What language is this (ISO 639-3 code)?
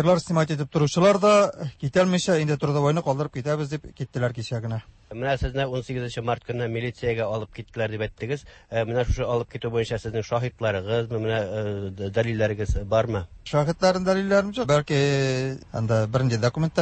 tat